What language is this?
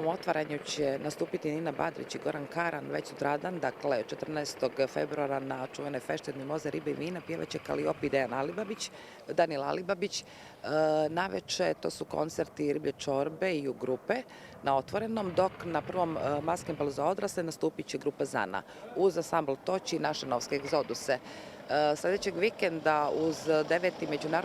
Bosnian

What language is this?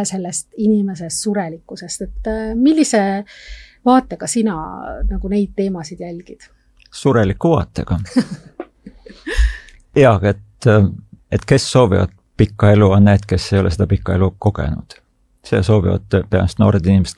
Estonian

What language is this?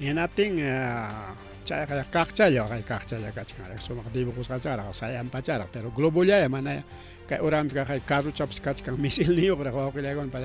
Ayacucho Quechua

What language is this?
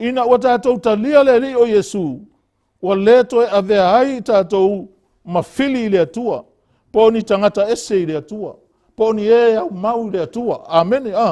Samoan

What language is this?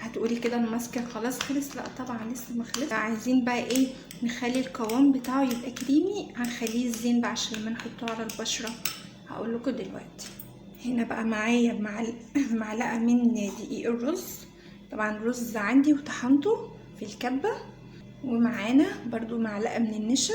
Egyptian Arabic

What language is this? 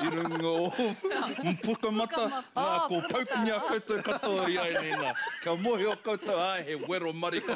Māori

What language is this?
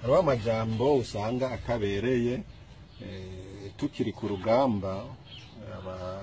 Rundi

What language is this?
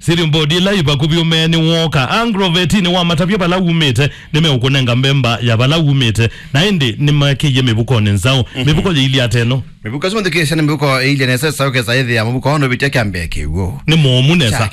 Kamba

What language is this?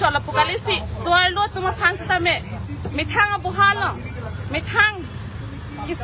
Karbi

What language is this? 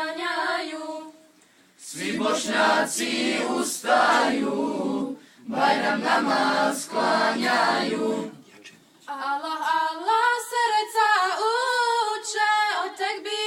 Bosnian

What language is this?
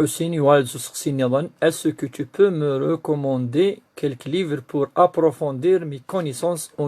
Kabyle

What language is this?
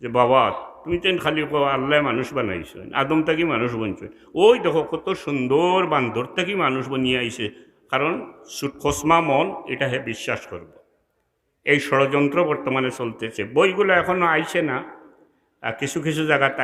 Sylheti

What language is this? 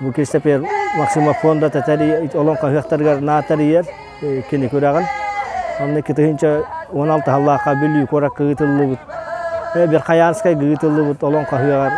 Yakut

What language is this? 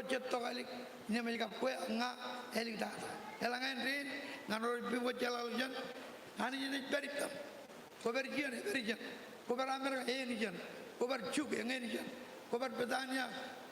Marshallese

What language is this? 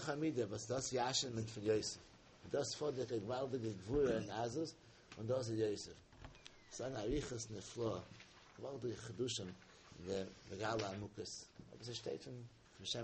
Yiddish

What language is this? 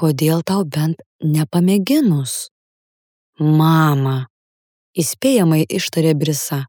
Lithuanian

